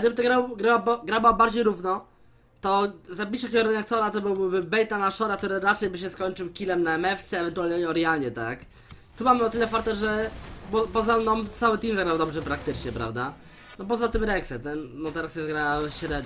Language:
Polish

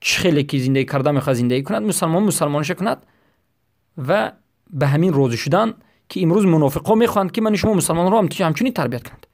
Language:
Persian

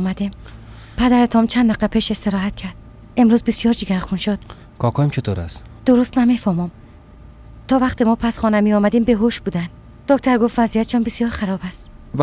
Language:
Persian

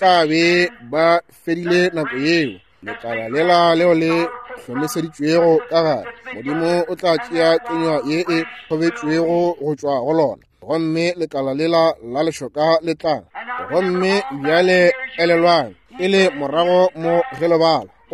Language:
Northern Sotho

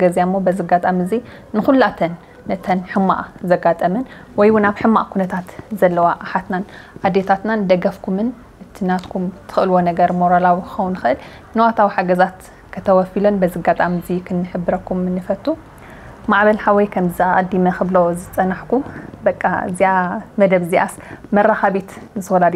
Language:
Tigrinya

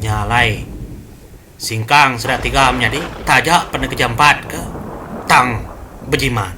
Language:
Iban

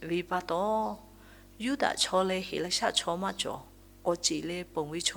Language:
Lahu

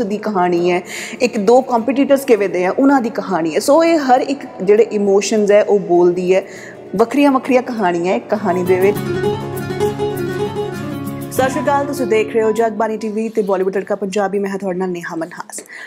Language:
Punjabi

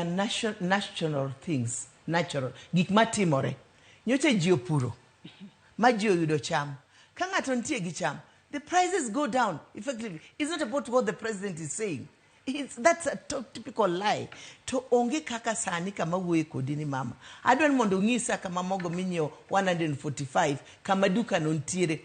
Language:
Luo (Kenya and Tanzania)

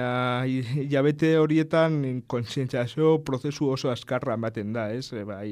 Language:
Basque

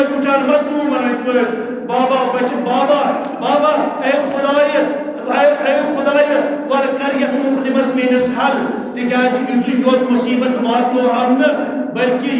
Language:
Kashmiri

